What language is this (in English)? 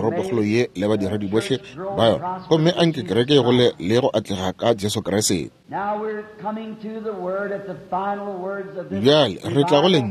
Northern Sotho